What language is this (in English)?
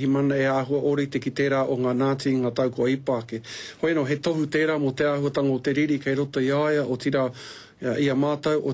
Māori